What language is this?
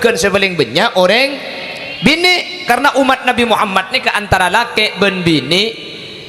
Madurese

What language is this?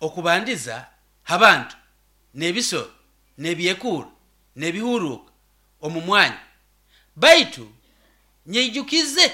Nyoro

